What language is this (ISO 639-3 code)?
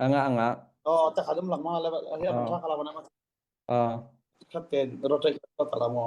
cnh